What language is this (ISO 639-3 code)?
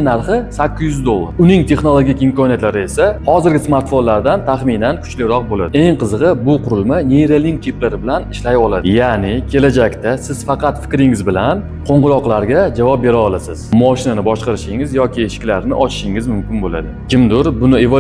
uzb